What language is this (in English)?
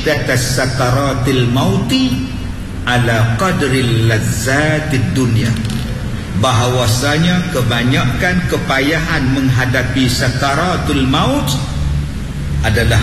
Malay